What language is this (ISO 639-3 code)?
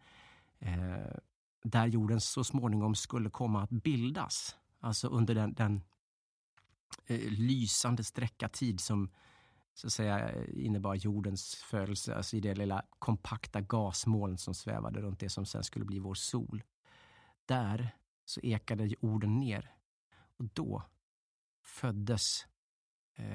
swe